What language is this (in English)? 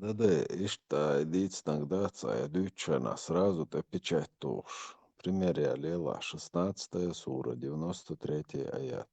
Chechen